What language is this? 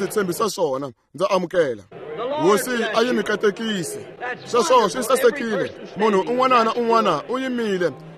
Tsonga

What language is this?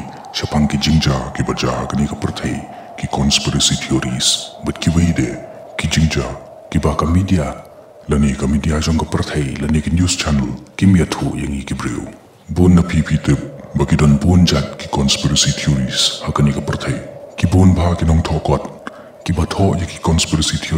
Khasi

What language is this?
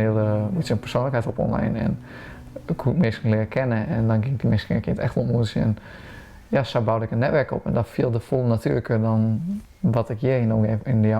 Western Frisian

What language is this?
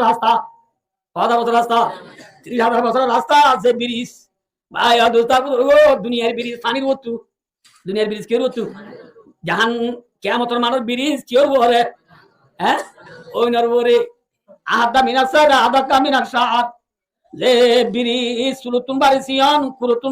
Rohingya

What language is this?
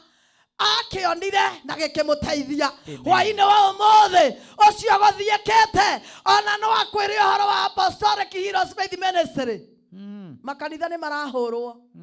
Kikuyu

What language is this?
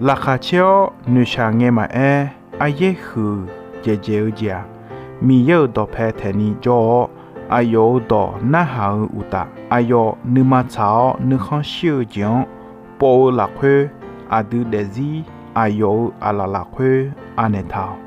Akha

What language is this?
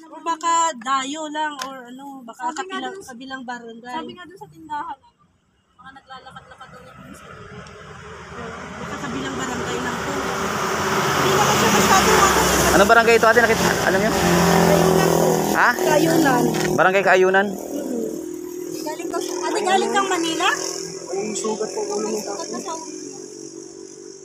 Filipino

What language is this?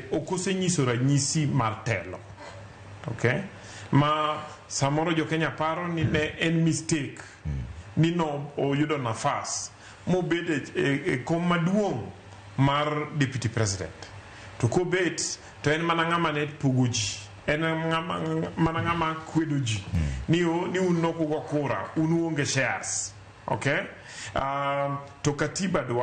Luo (Kenya and Tanzania)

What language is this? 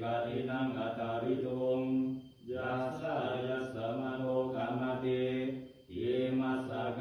Pali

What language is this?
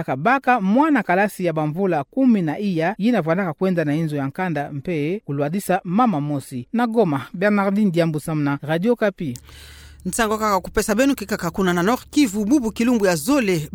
Kituba (Democratic Republic of Congo)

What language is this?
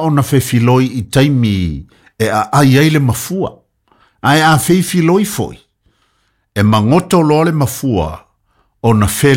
Samoan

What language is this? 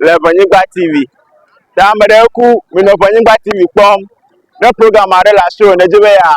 Ewe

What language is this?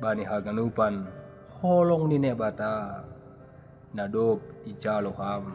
Batak Simalungun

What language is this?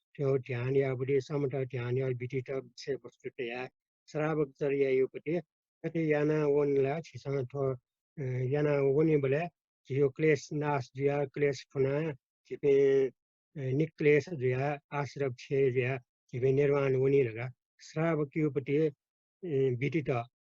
Newari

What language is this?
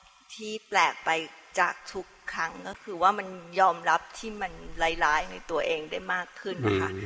Thai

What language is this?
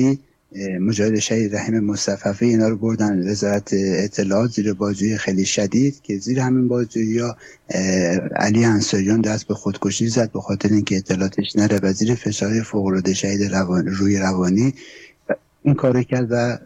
Persian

